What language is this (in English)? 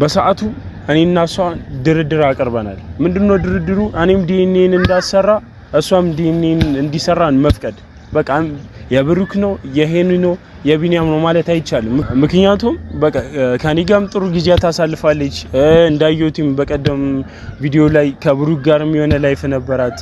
Amharic